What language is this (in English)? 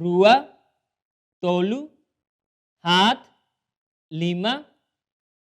Tetum